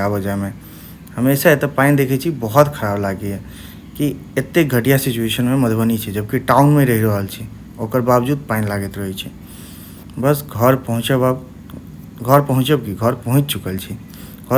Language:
Maithili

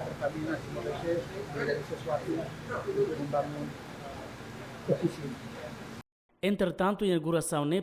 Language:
Tetum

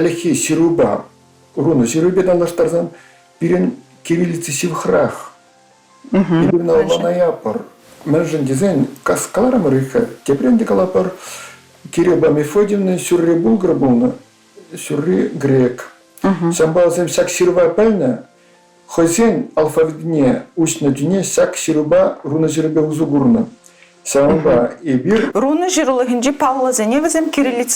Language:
Chuvash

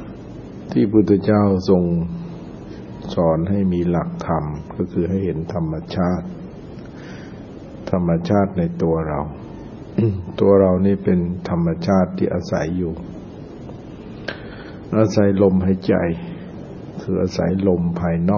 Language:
Thai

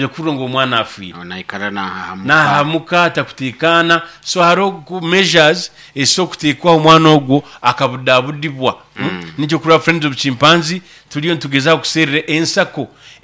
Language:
Nyoro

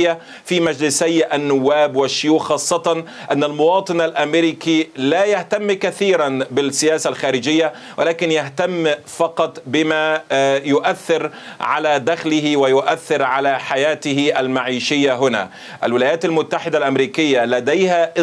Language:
Arabic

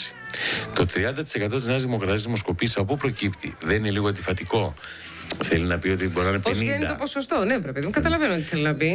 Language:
Greek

